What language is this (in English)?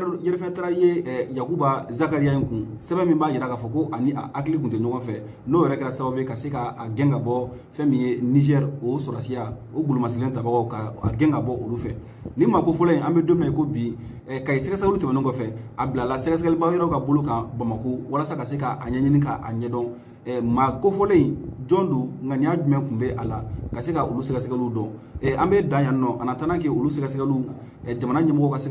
Bambara